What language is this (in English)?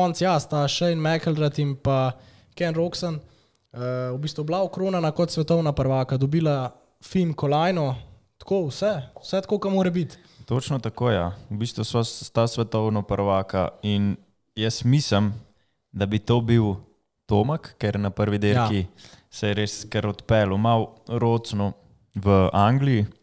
Slovenian